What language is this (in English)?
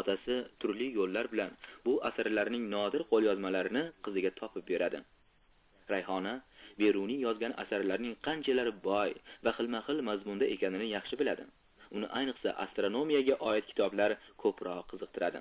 Uzbek